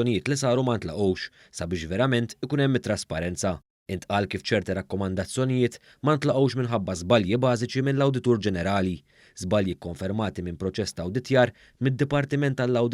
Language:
Maltese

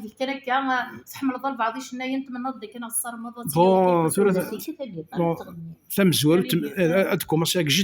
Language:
Kabyle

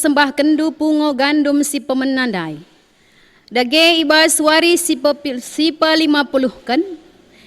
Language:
Batak Karo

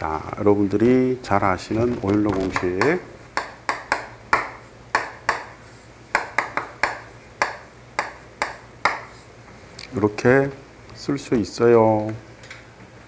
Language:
Korean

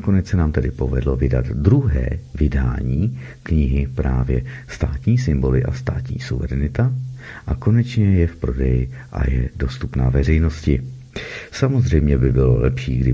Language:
Czech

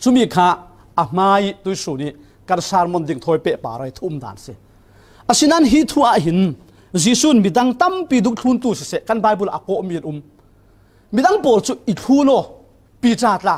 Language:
Falam Chin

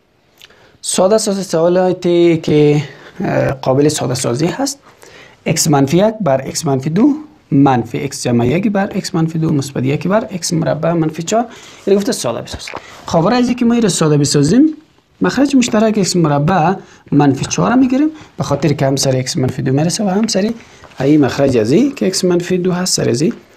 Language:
Persian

